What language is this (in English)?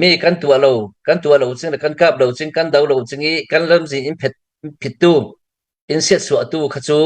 Hakha Chin